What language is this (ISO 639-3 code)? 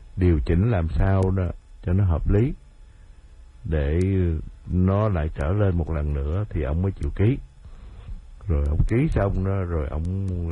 vie